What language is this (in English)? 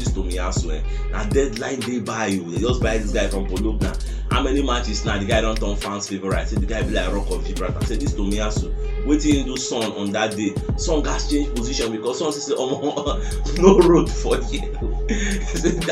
Nigerian Pidgin